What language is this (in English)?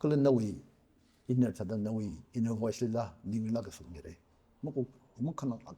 Tangkhul Naga (India)